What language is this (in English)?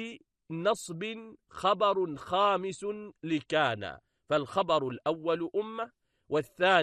Arabic